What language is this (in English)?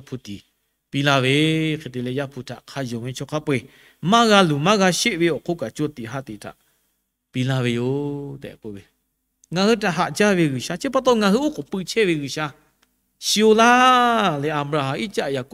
Lahu